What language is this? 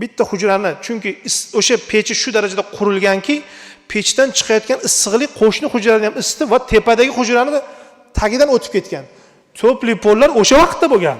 Uzbek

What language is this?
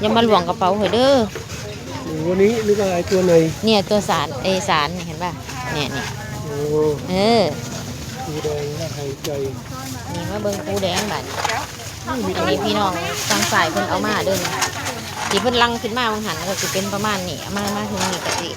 Northeastern Thai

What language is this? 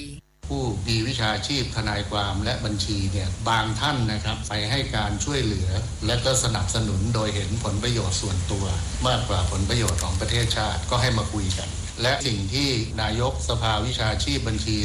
Thai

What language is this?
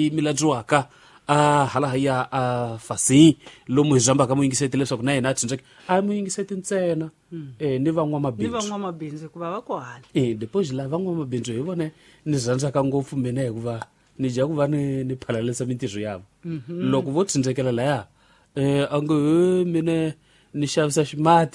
Tsonga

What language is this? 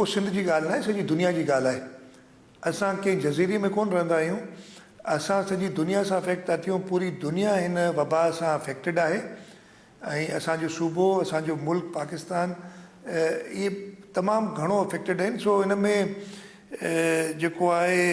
Sindhi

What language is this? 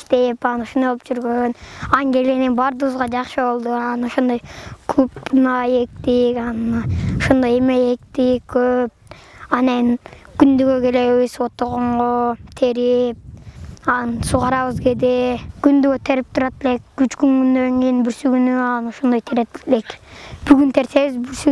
Kyrgyz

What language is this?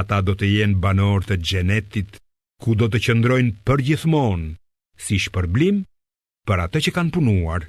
Albanian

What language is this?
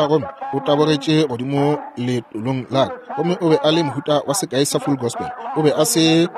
Northern Sotho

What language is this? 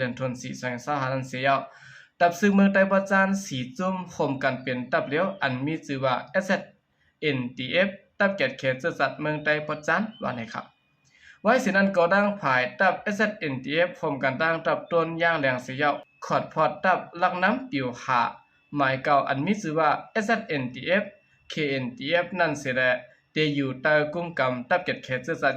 Shan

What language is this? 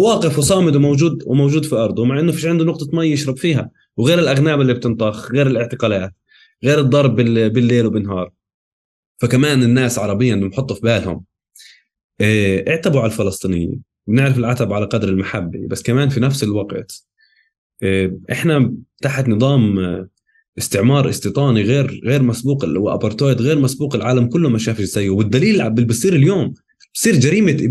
North Levantine Arabic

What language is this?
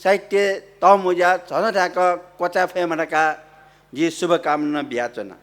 Newari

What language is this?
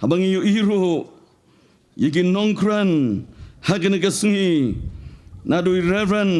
Khasi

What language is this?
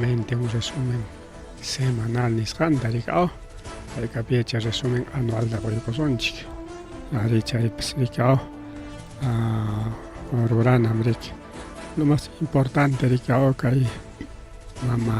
Ayacucho Quechua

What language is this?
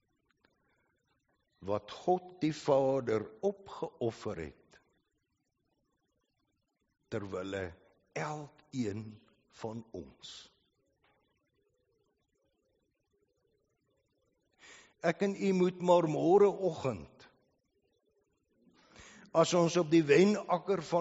Afrikaans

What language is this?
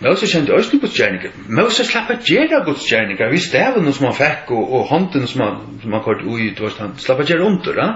Faroese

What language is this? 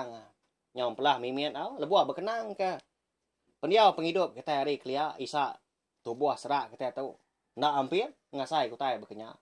Iban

